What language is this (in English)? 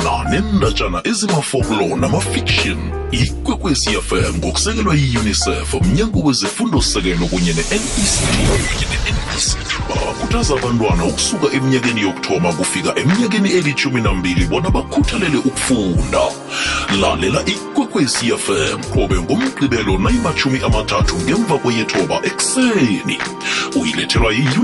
South Ndebele